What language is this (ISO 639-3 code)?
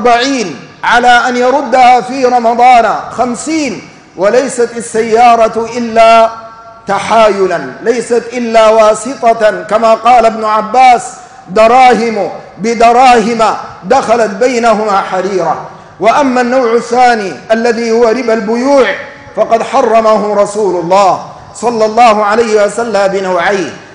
ara